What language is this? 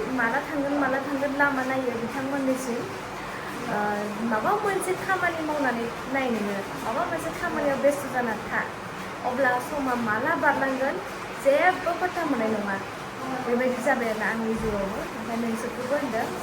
Bodo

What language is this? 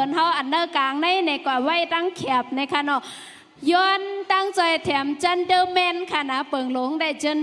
Shan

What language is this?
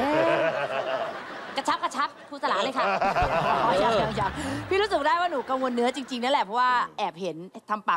Thai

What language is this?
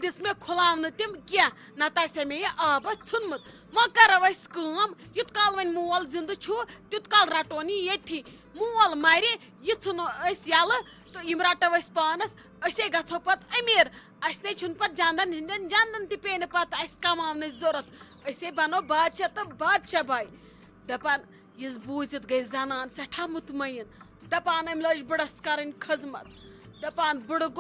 Kashmiri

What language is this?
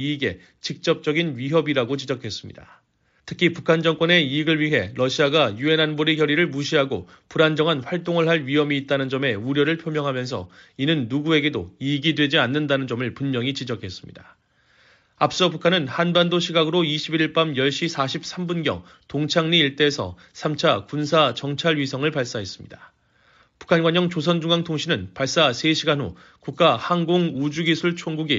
Korean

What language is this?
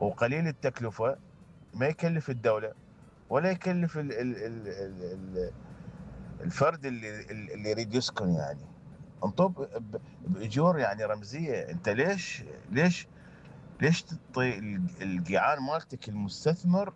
Mesopotamian Arabic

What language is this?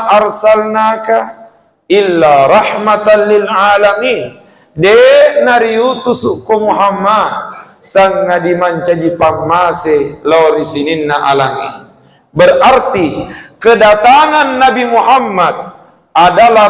Buginese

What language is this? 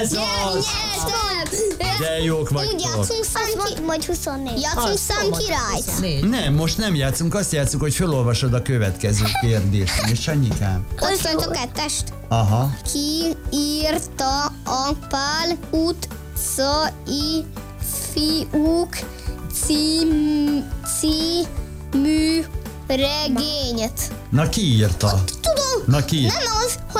Hungarian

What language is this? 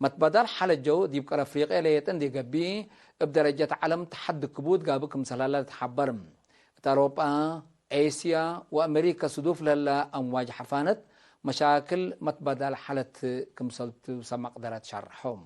Tigre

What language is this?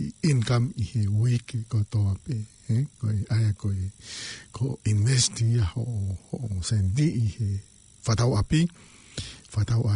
Tongan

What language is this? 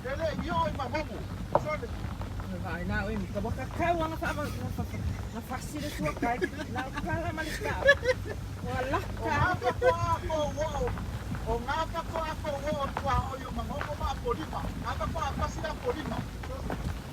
Samoan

